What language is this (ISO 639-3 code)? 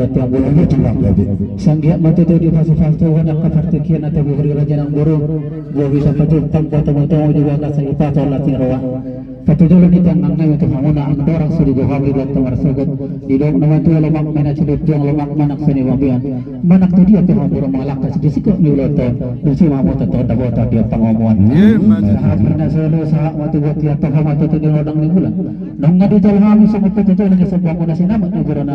bbc